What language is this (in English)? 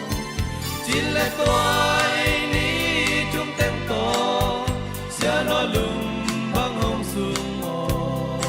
Tedim Chin